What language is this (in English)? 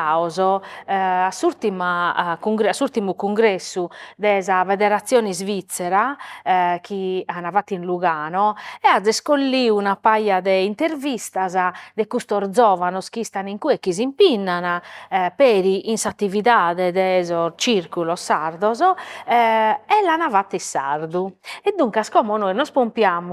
Sardinian